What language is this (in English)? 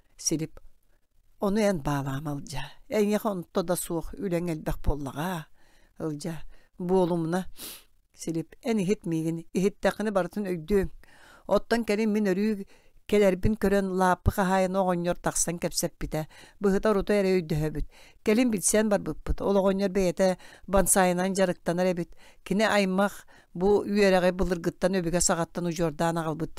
Yakut